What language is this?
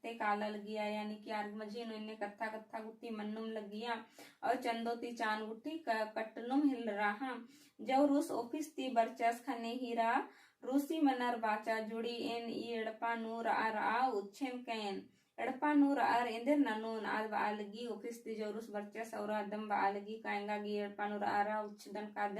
Kurukh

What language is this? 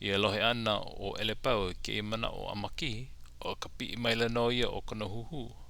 Hawaiian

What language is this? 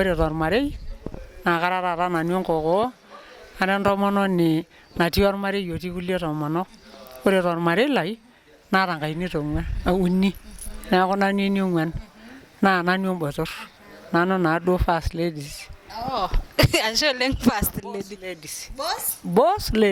Masai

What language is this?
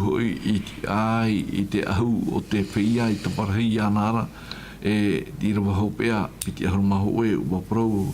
Tahitian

